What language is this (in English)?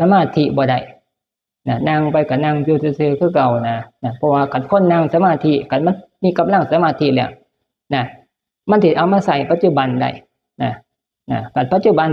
Northeastern Thai